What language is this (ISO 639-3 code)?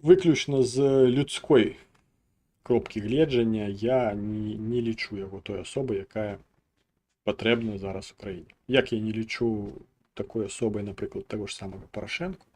bel